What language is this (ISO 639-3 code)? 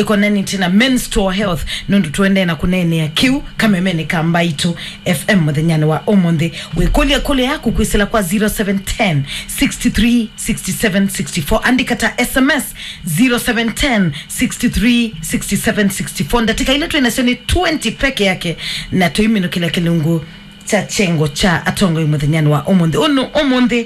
kam